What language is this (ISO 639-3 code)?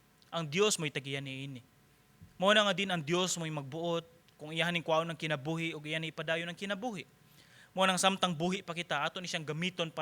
ceb